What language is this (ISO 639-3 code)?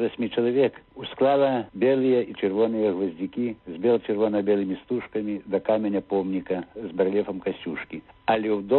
bel